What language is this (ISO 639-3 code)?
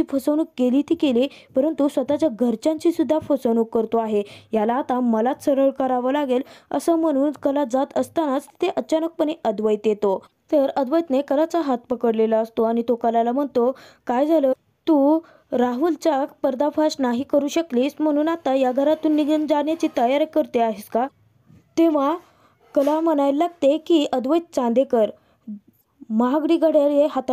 mar